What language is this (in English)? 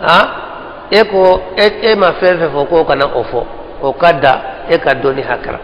Bambara